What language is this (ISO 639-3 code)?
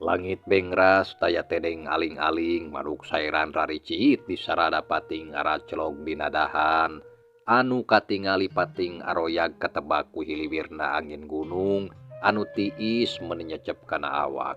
sun